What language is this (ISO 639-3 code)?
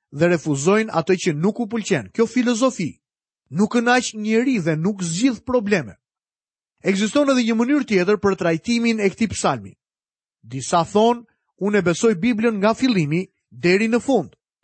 sqi